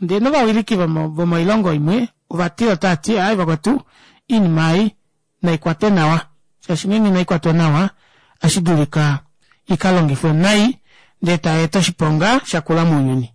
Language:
Kuanyama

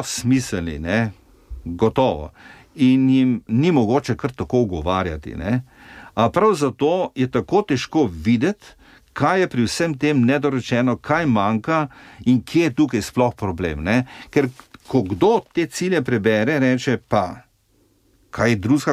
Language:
Slovenian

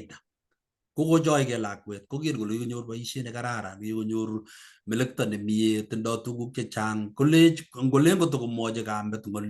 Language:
Kalenjin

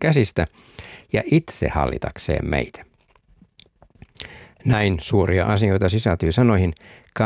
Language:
Finnish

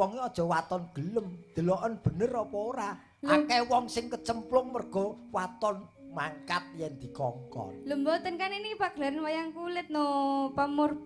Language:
Javanese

